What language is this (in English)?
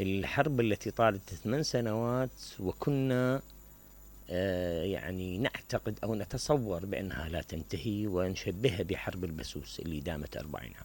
Mesopotamian Arabic